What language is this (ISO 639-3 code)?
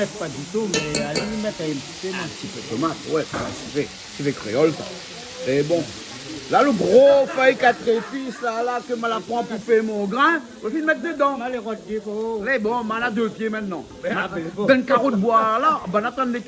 rcf